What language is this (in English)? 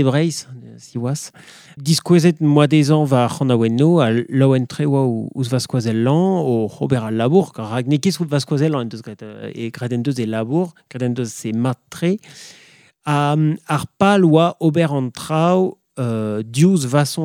Breton